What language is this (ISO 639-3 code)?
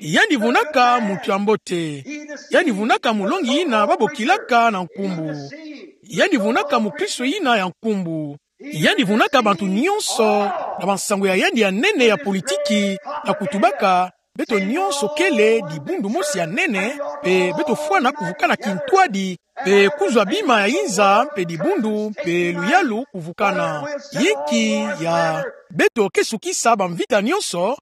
ktu